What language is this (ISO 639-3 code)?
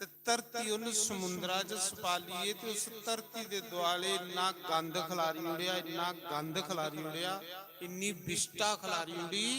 doi